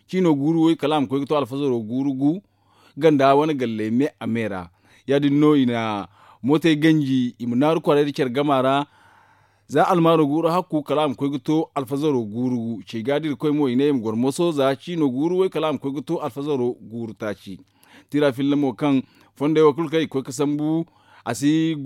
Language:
Zarma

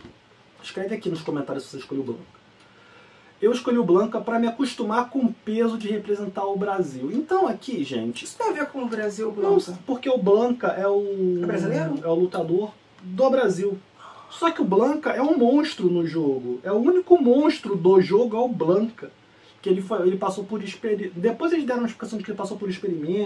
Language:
Portuguese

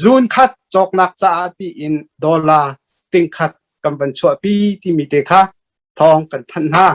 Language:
Hakha Chin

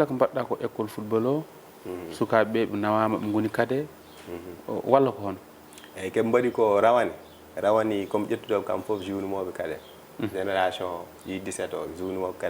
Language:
Fula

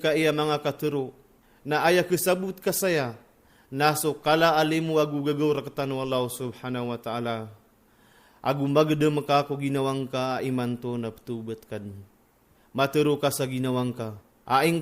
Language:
Maranao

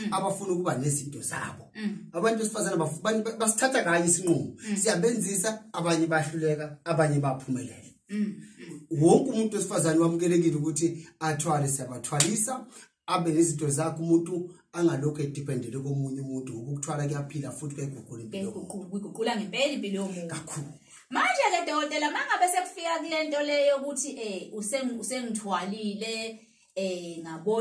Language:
Zulu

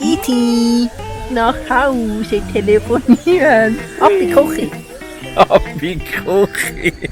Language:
Swiss German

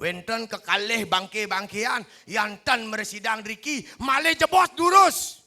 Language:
Balinese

